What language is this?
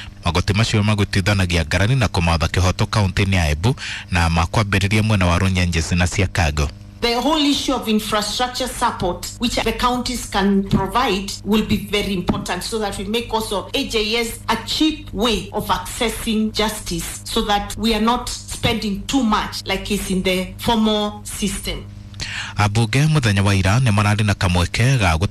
Kikuyu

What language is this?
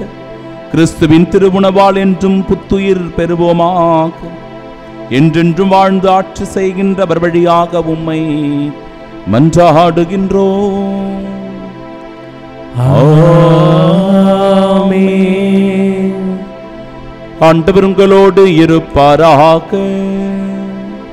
Tamil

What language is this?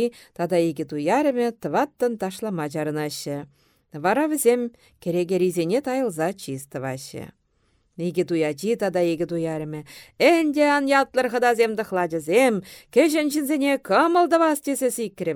Chuvash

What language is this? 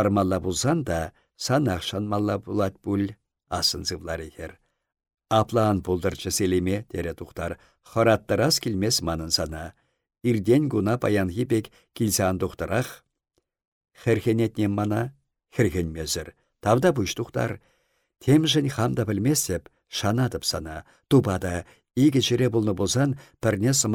Chuvash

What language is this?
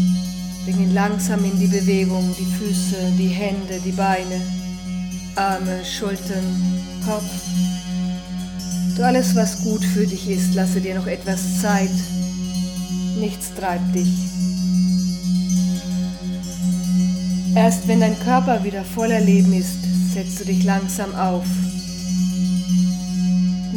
German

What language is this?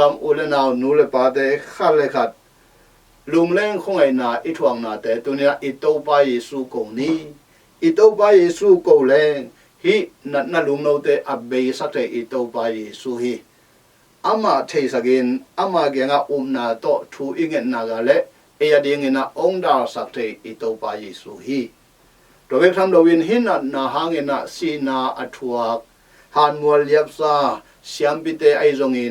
Tedim Chin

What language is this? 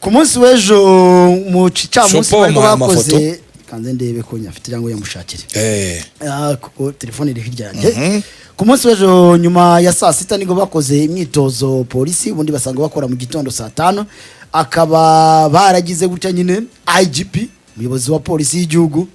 Kinyarwanda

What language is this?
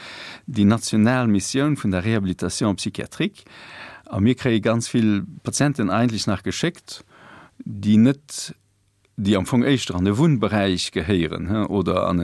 Luxembourgish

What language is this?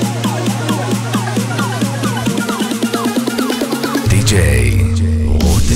Hebrew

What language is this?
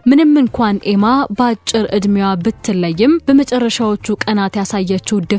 Amharic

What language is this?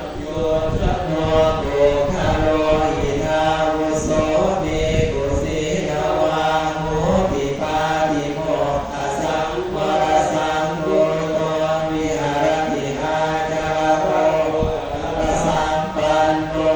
Pali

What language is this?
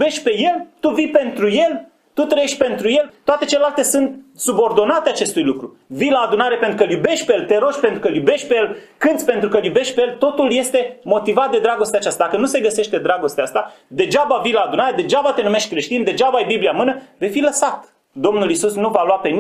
Romanian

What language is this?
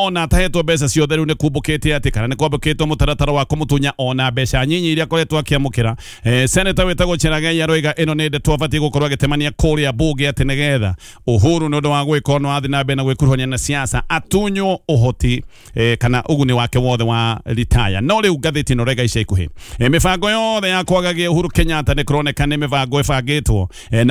Kikuyu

